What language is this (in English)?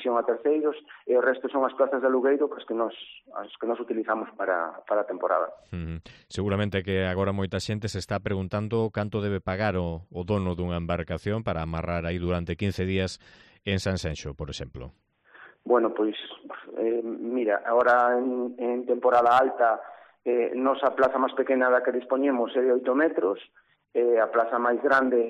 Galician